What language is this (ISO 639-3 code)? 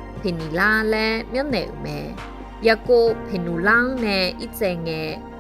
ahk